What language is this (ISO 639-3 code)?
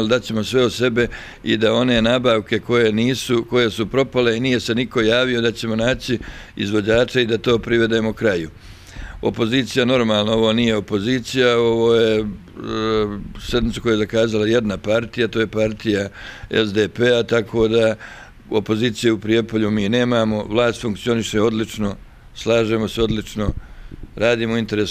bos